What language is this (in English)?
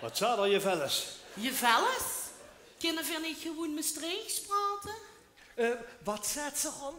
Limburgish